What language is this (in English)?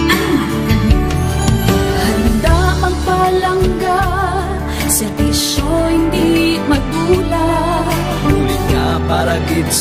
Hiligaynon